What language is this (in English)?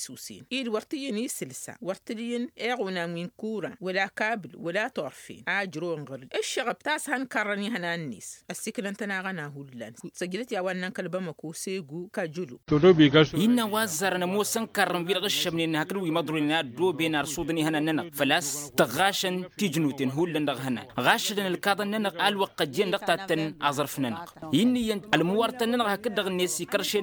Tamasheq